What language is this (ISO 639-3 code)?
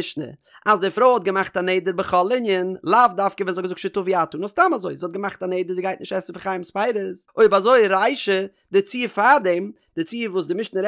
yid